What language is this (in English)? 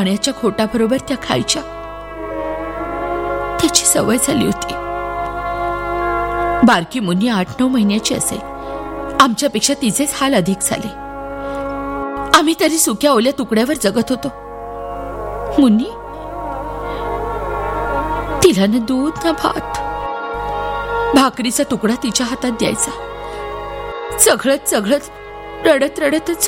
Marathi